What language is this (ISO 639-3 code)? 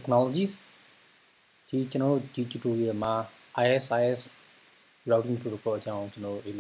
mya